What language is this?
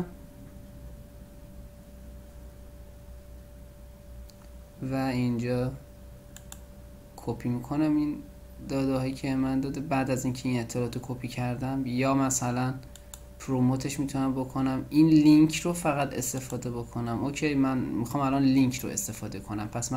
Persian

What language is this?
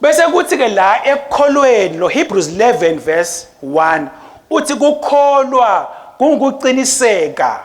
Swati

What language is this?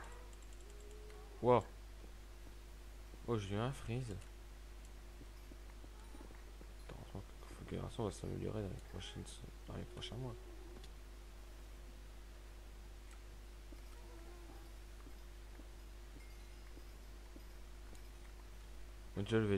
French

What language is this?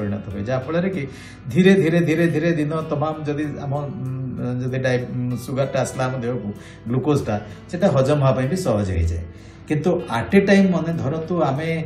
Odia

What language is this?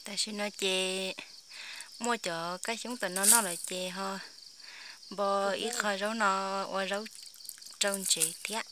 Hmong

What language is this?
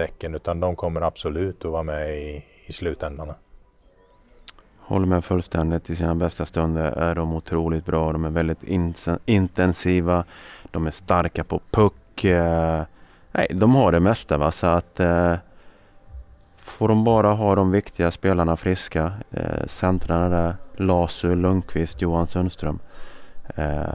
Swedish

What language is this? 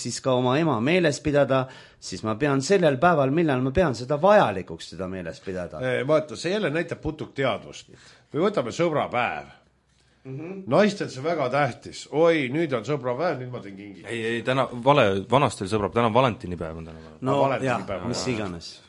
Estonian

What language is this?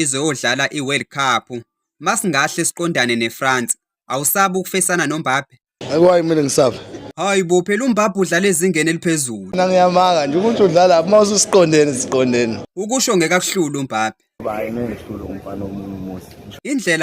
Zulu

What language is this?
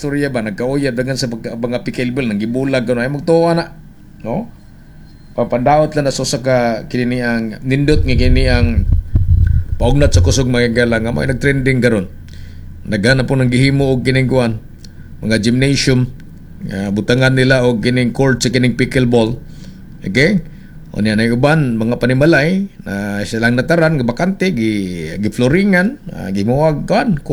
Cebuano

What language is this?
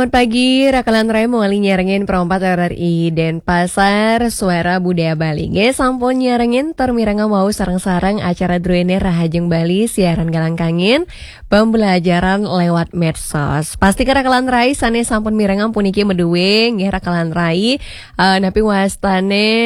Balinese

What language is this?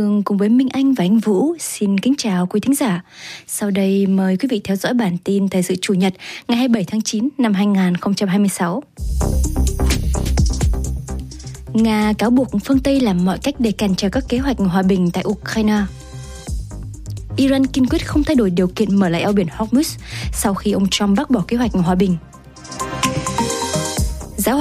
Vietnamese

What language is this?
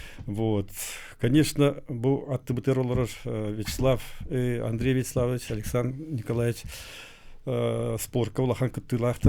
Yakut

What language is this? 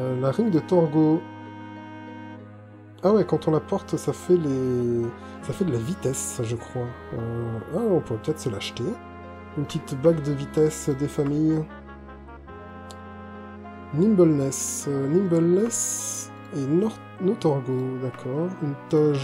French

